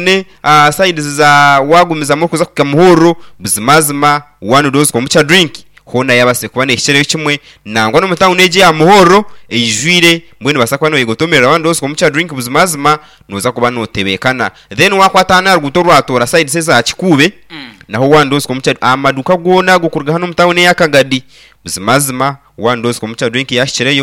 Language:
Nyankole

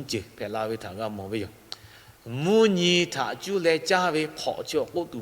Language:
Lahu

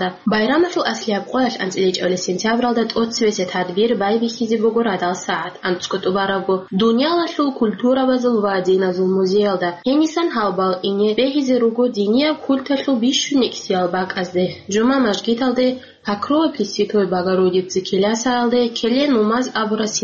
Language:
Avaric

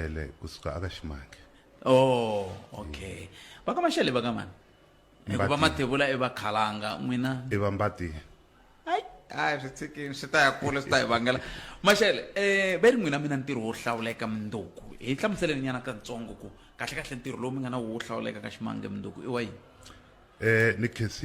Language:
Tsonga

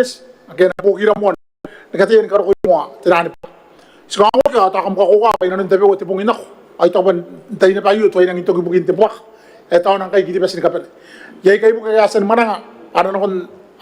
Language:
Gilbertese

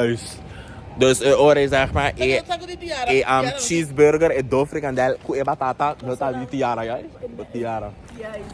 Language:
Papiamento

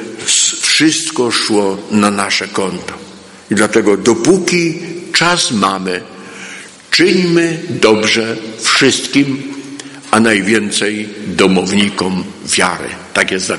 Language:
Polish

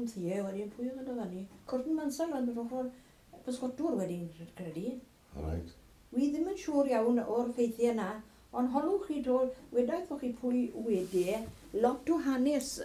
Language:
Welsh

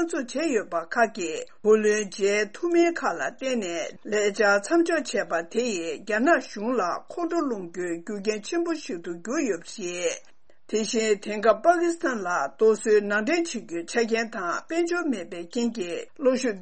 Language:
Tibetan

